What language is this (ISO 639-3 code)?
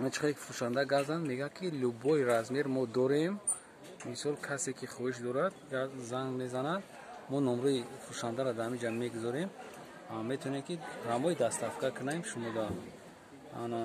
tgk